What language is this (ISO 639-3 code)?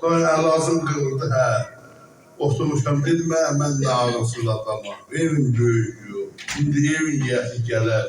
azb